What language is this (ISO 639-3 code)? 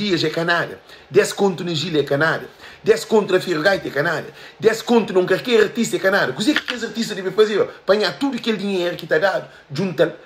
kea